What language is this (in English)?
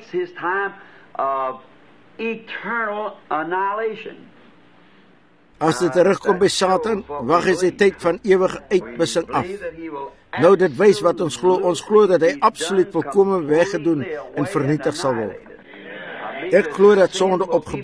Afrikaans